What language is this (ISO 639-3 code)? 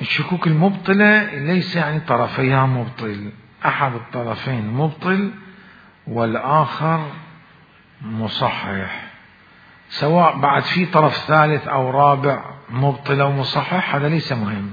acm